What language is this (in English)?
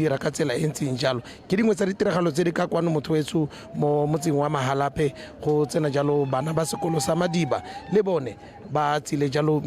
Tswana